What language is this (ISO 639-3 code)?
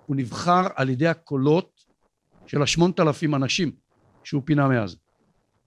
heb